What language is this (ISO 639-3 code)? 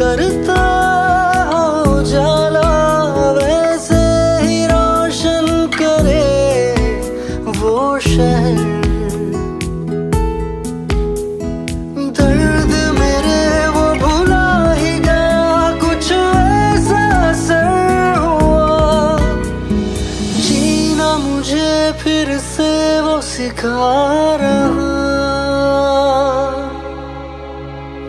hin